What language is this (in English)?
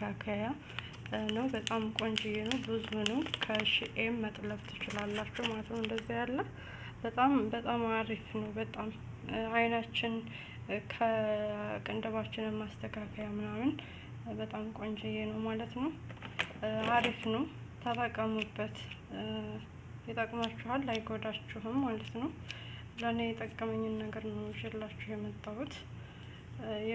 Amharic